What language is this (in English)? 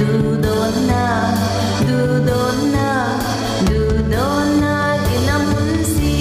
Falam Chin